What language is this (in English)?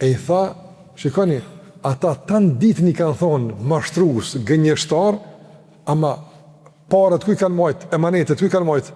Albanian